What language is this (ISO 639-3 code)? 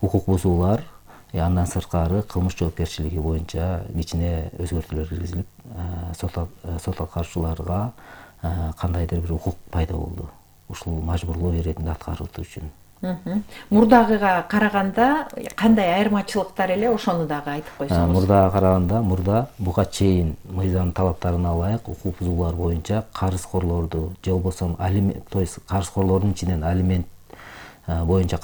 kir